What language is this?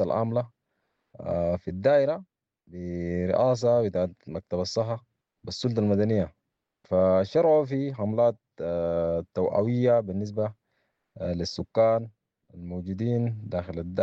Sudanese Arabic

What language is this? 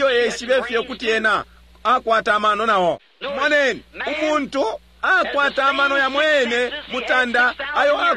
Bemba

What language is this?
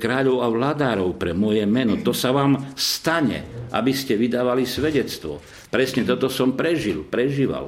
Slovak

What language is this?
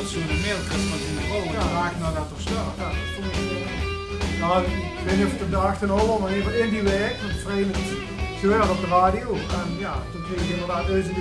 Limburgish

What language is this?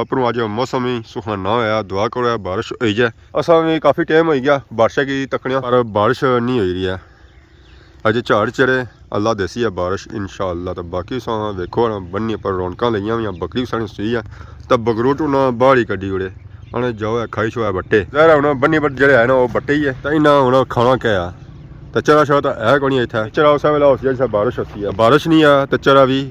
Pahari-Potwari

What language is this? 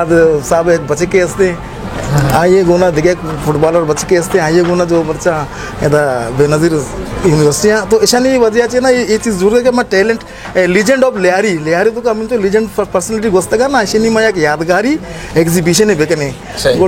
Baluchi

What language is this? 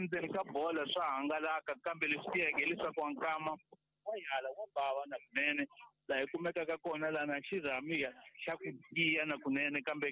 Tsonga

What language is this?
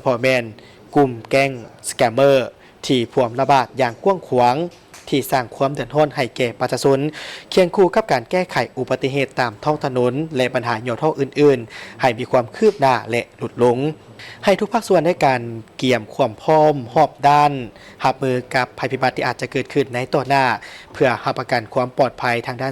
Lao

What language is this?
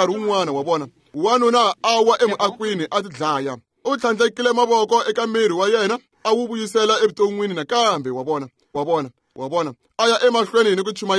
Tsonga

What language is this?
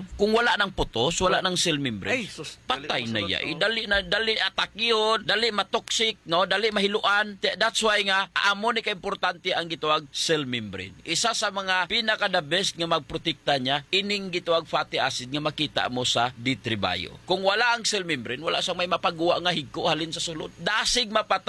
Hiligaynon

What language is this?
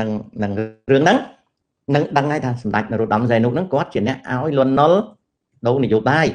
Khmer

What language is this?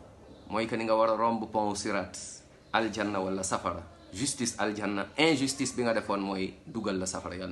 Wolof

